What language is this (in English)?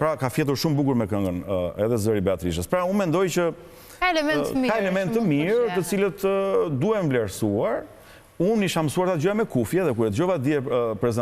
Albanian